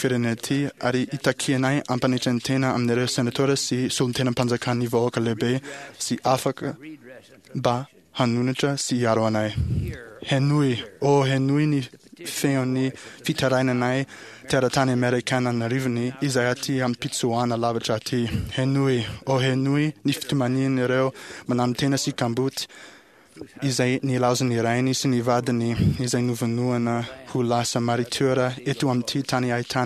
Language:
Malagasy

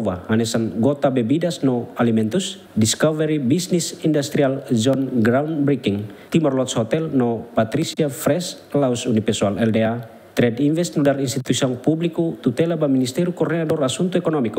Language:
Tetum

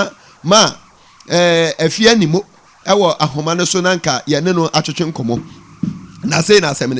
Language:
Akan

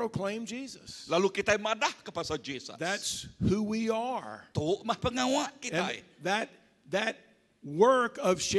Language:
Iban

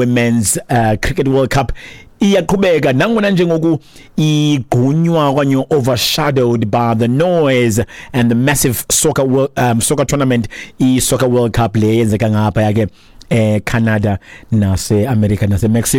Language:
Xhosa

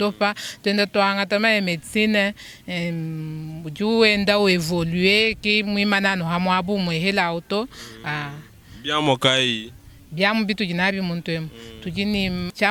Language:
Luba-Lulua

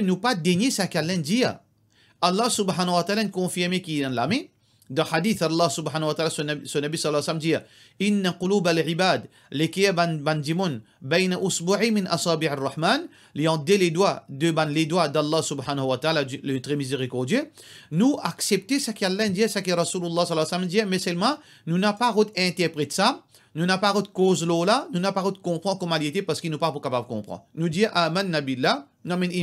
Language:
Morisyen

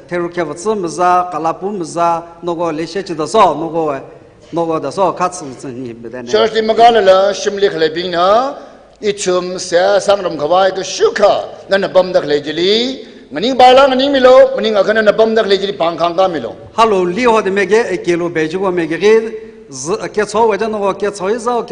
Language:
Tangkhul Naga (India)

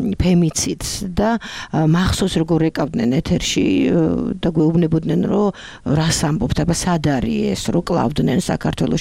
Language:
Georgian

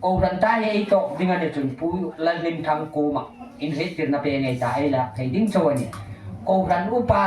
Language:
Hmar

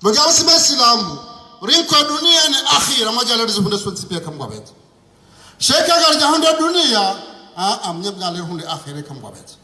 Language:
Ngazidja Comorian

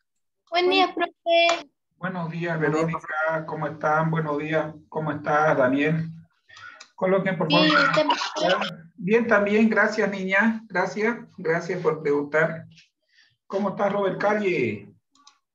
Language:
Spanish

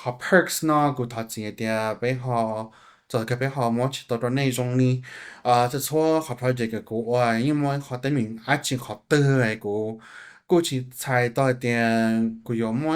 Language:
Hmong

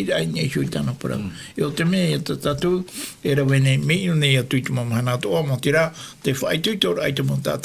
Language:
Tahitian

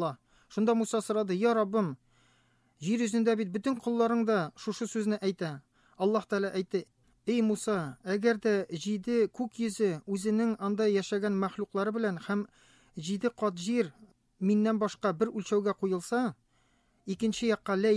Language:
Tatar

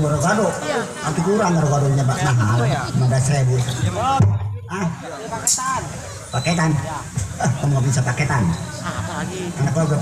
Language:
Betawi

